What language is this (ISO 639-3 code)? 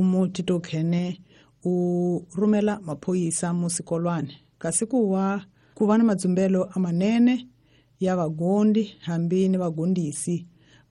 tso